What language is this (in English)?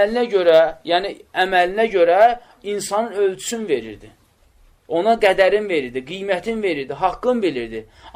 Azerbaijani